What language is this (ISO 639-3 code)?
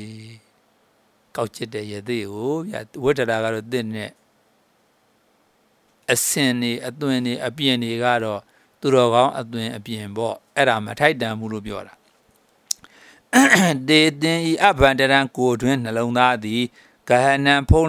mya